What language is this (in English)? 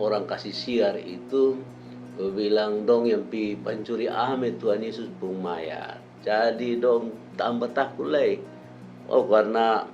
Kupang Malay